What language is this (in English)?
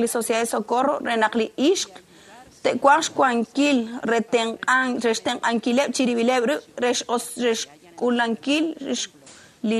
Kekchí